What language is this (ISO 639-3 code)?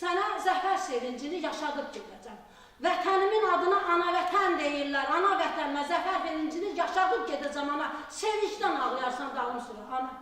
aze